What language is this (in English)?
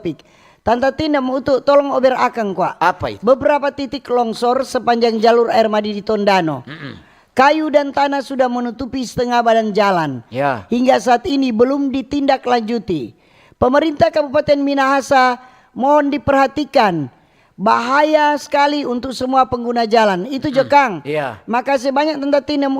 Manado Malay